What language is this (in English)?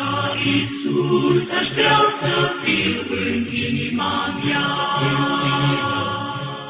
Romanian